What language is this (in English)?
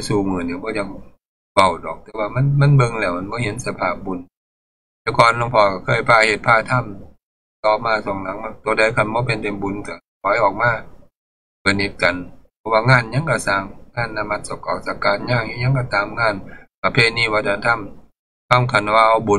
Northeastern Thai